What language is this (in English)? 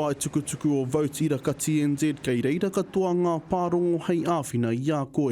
Māori